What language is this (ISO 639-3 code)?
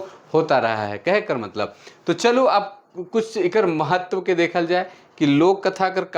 sck